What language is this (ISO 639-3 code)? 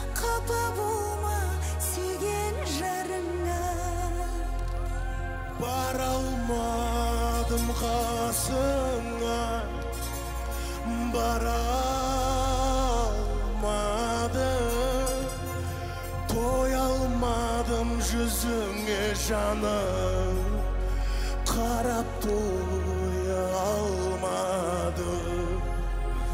kaz